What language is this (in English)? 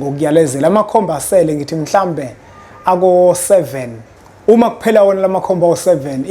Zulu